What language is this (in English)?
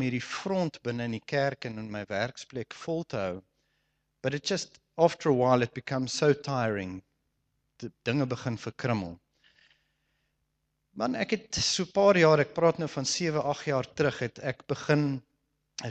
Afrikaans